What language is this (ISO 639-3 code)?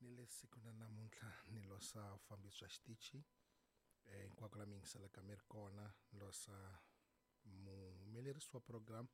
tso